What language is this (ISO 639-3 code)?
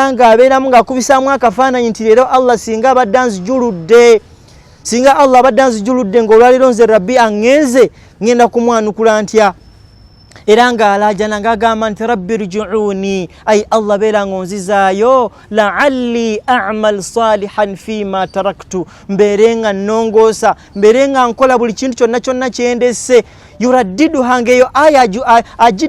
lug